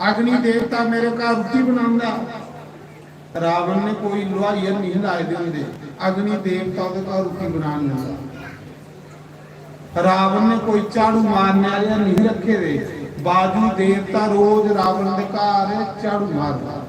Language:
Dogri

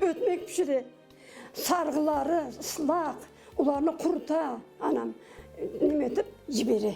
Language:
Crimean Tatar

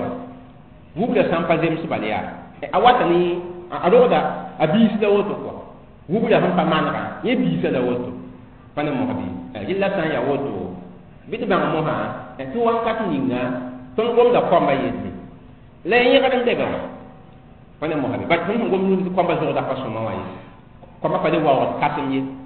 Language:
Mossi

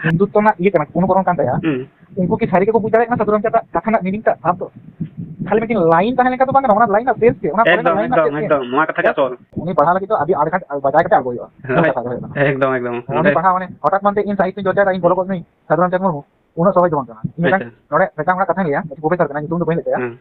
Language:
Santali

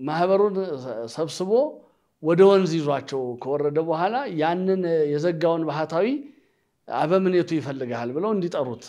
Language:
Amharic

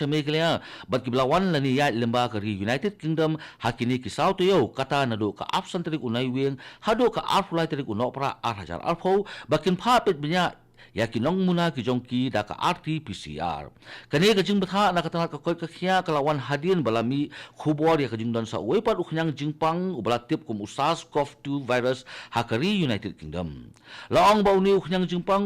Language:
Khasi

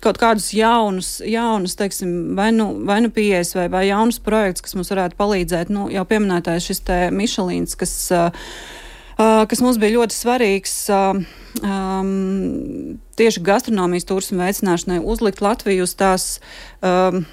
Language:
Latvian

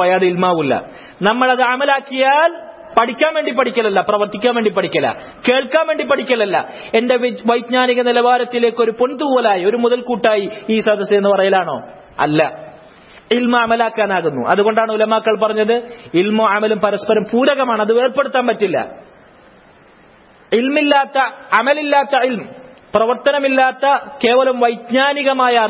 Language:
Malayalam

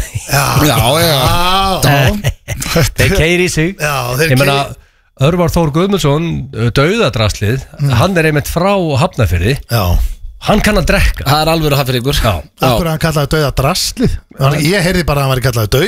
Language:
Icelandic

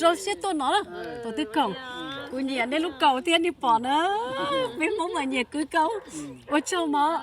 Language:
Hmong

